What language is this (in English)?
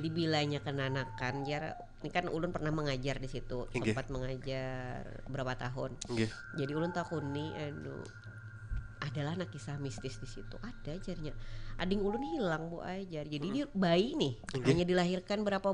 Banjar